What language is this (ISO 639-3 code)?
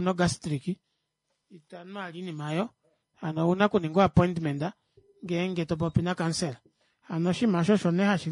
kua